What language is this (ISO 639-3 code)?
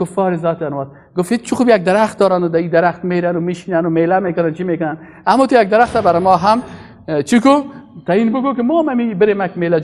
fas